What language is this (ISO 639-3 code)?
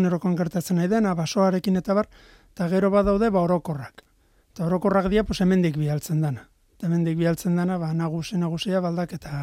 eus